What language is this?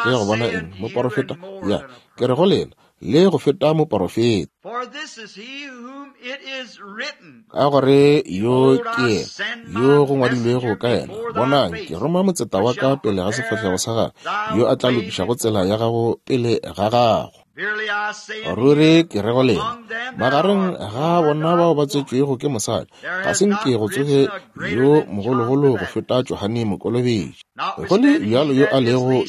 Northern Sotho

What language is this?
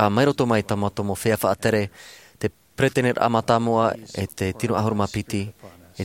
Tahitian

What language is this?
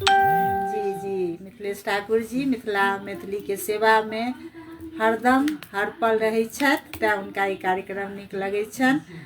Maithili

